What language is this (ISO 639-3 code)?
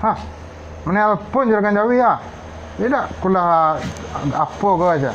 min